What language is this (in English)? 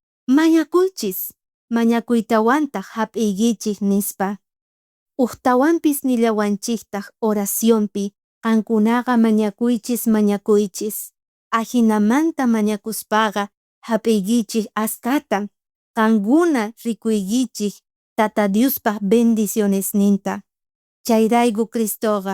South Bolivian Quechua